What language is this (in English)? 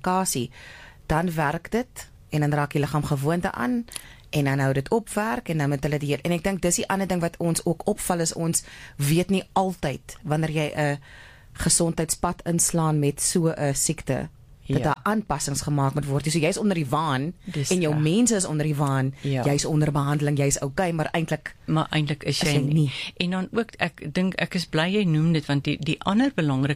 Afrikaans